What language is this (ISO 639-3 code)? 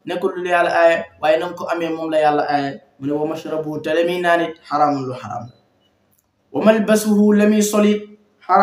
wol